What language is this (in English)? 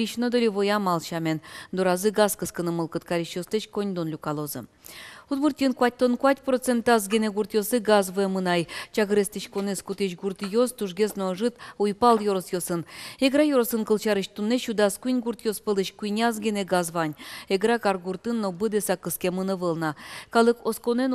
Udmurt